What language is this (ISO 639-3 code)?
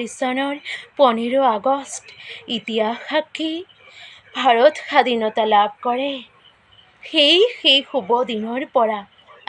asm